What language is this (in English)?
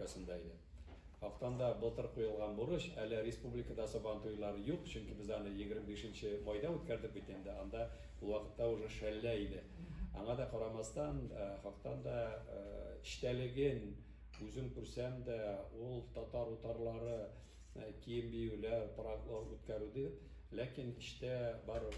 Tatar